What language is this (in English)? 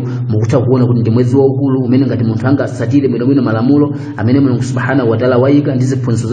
Nyanja